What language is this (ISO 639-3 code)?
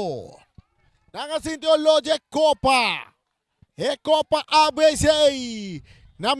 pap